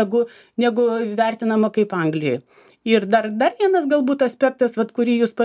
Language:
Lithuanian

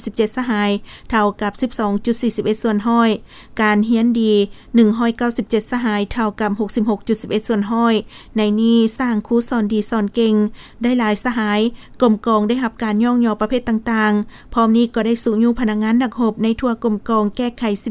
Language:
Lao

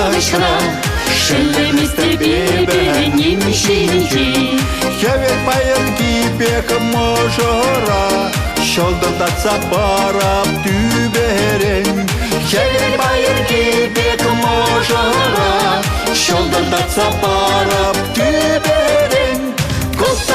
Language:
Chuvash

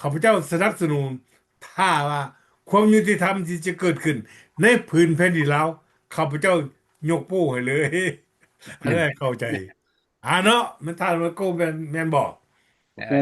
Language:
Lao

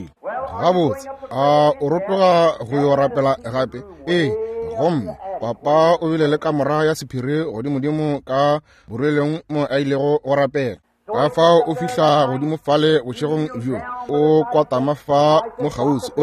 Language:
Northern Sotho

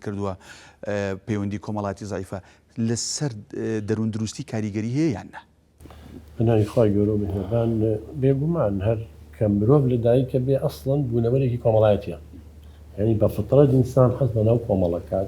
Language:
Central Kurdish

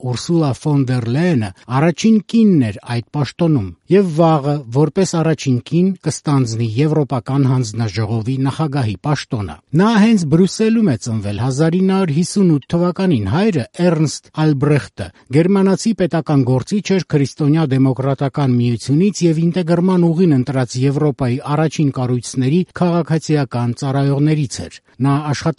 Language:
Armenian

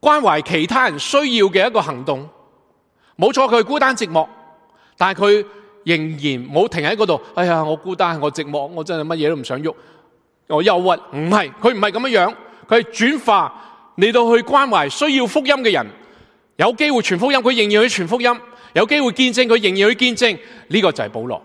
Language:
Cantonese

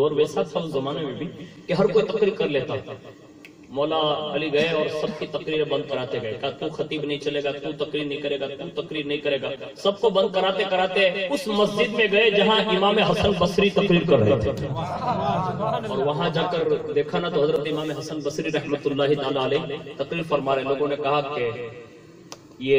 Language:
Urdu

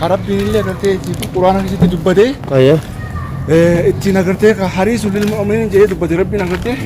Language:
Oromo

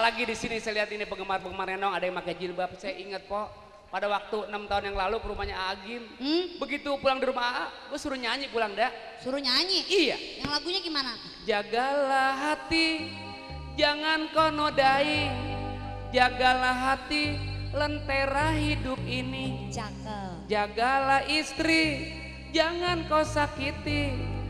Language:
Betawi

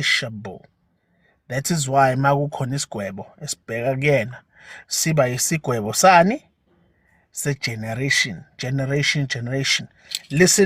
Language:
Zulu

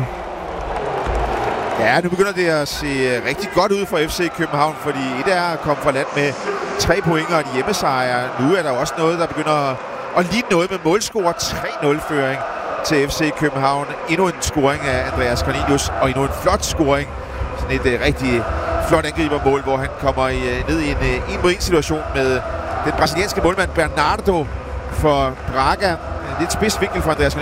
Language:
Danish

